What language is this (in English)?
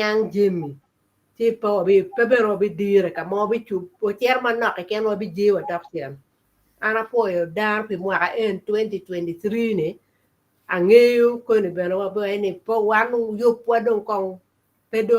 Acoli